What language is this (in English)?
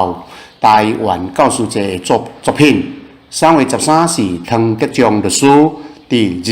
Min Nan Chinese